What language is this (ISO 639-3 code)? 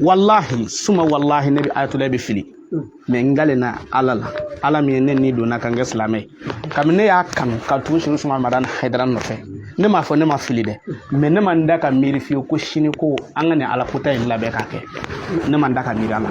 bam